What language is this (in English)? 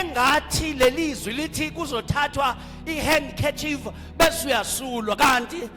Zulu